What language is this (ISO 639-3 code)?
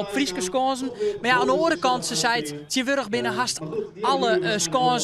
fry